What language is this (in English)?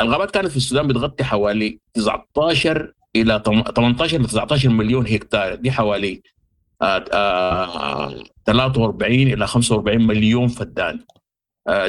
Sudanese Arabic